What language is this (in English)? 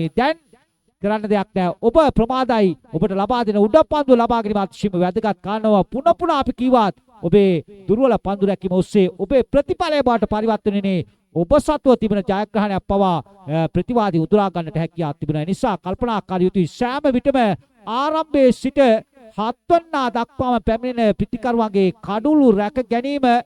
Sinhala